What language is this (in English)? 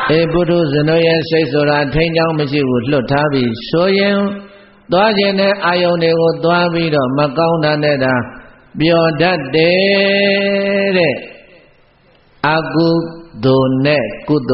Burmese